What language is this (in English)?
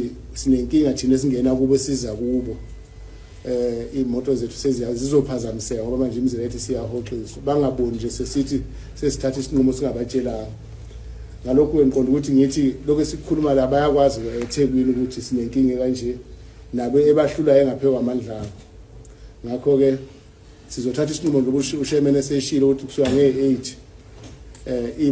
Zulu